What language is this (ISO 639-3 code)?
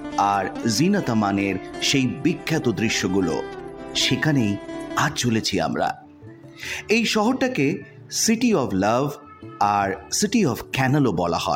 ben